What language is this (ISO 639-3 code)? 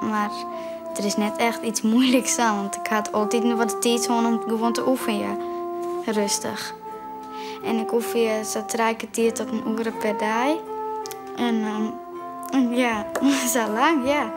fry